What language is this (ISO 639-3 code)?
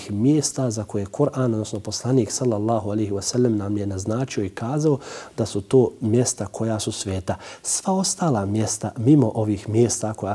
bos